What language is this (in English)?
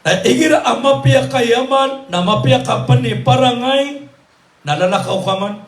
Maranao